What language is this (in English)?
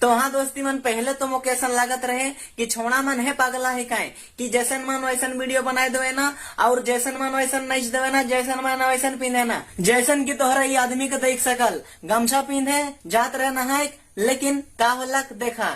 Sadri